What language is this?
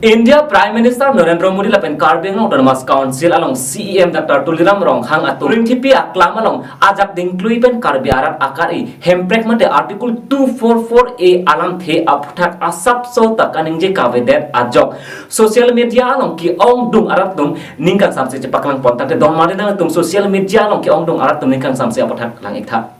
Karbi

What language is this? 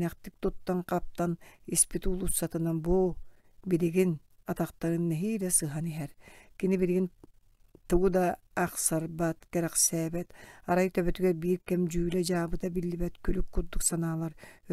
Yakut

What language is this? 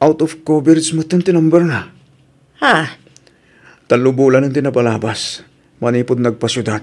Iloko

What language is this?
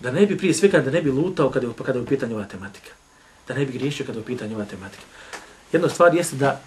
Bosnian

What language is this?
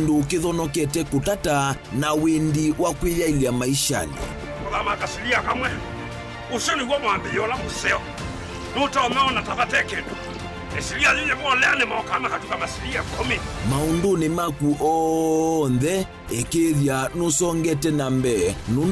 Kamba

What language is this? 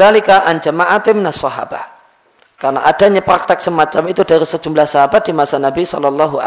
Indonesian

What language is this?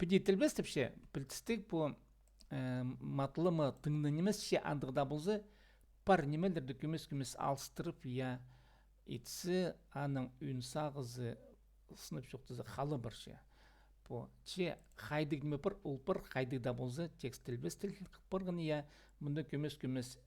Khakas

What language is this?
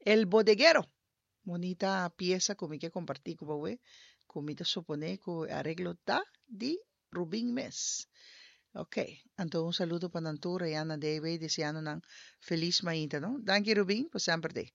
Papiamento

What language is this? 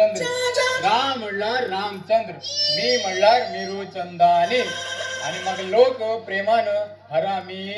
Konkani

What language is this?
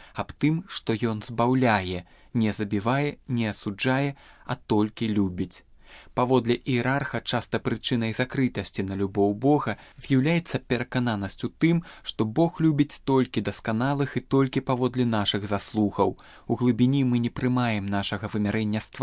Belarusian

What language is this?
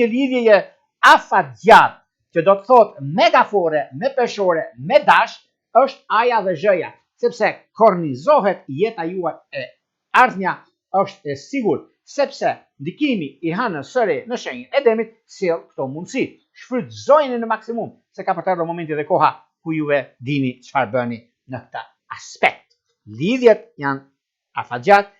Albanian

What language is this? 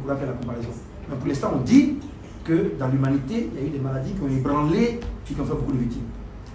French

